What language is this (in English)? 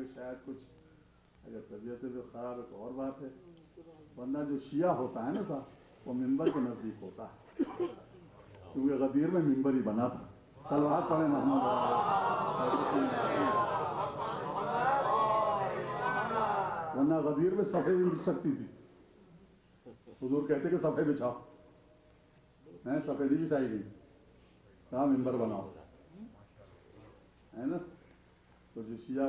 Urdu